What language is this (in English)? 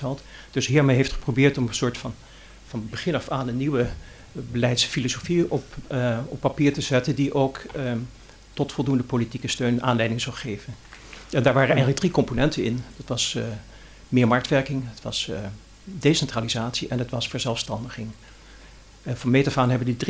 Dutch